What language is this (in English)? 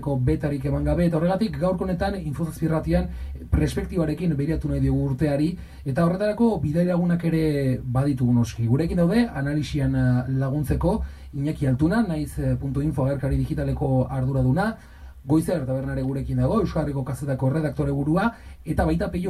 Basque